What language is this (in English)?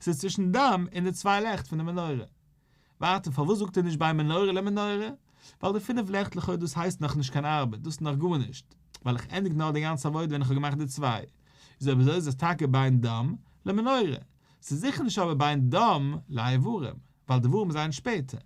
Yiddish